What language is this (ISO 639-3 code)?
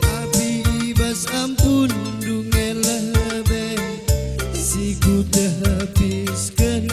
btx